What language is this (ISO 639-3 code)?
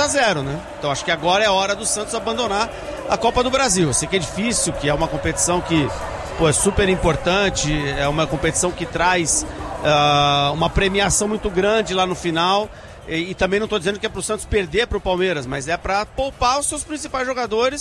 por